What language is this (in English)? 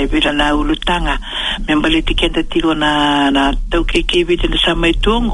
Fijian